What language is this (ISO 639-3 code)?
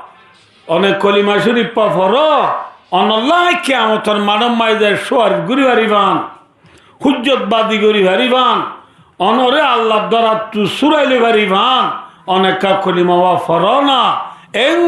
rhg